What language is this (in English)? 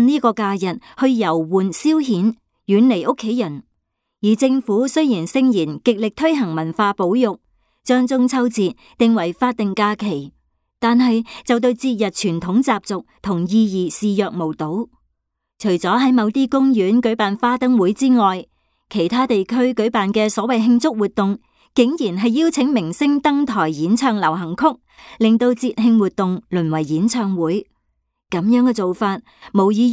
Cantonese